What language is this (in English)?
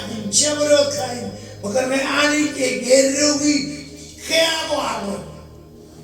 Marshallese